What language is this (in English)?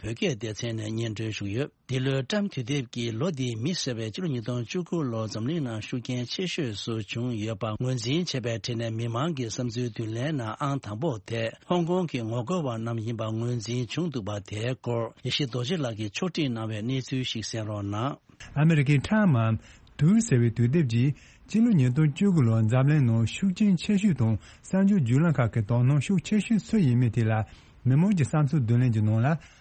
Tibetan